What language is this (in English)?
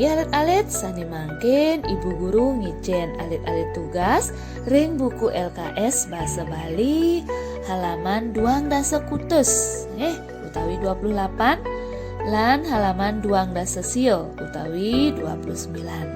Balinese